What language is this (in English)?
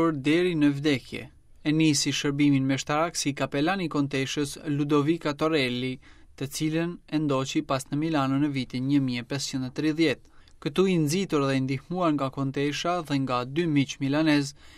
Albanian